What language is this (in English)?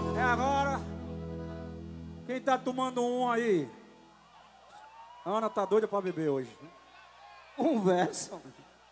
Portuguese